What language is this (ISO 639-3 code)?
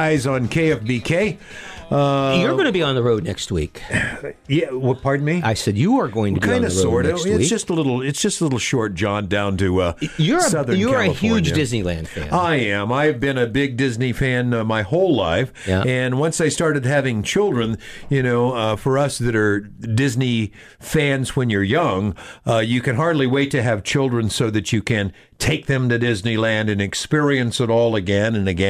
eng